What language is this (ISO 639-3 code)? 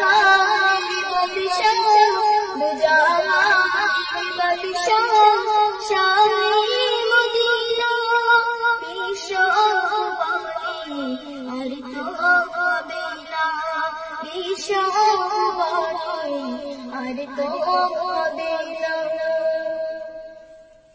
ben